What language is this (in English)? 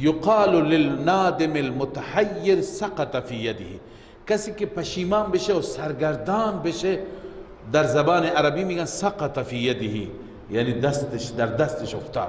Persian